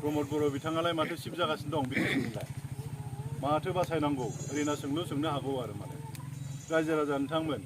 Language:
Bodo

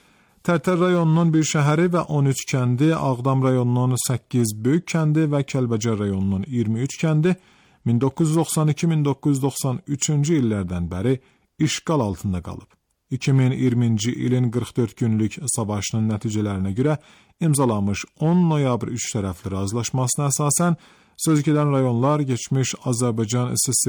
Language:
Azerbaijani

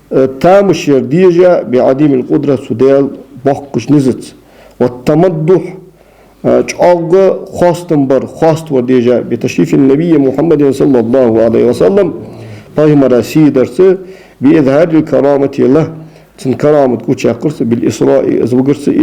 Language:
Ingush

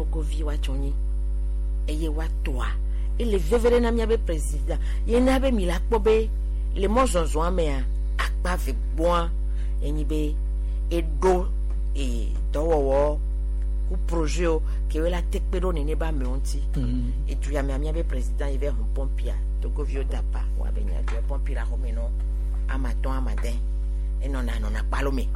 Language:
Gen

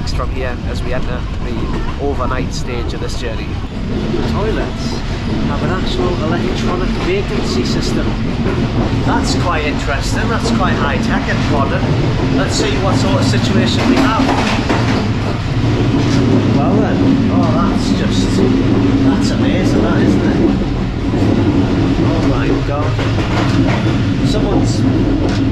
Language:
English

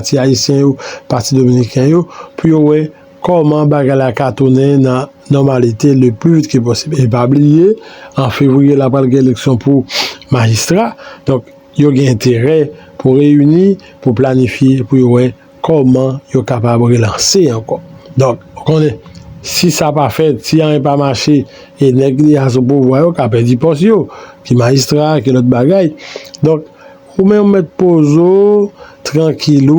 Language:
Haitian Creole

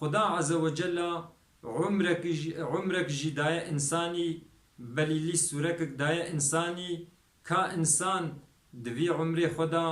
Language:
Kurdish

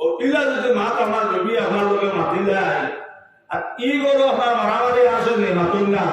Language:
Sylheti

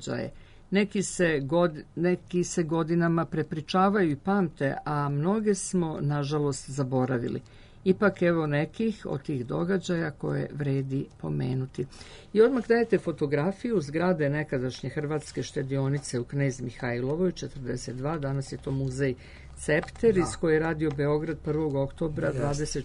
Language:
Serbian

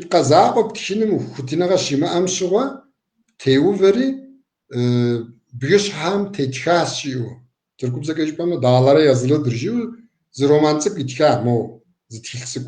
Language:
Kabardian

